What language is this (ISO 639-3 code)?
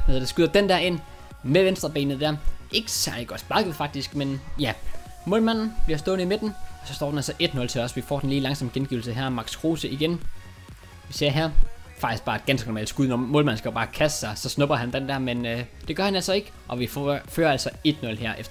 dan